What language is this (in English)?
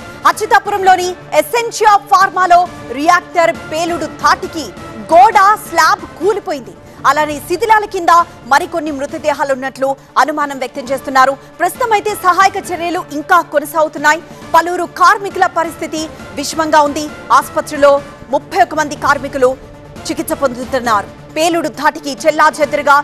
Telugu